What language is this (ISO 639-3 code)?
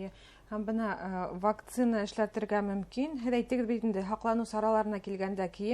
bak